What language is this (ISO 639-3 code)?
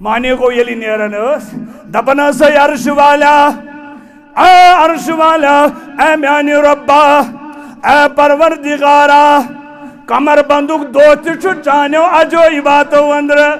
kas